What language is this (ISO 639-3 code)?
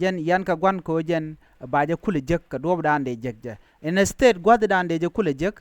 nus